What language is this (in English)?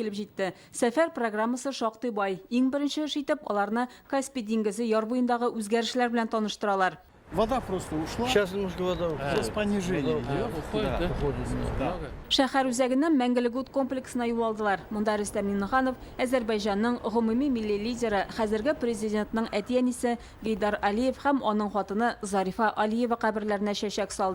Tatar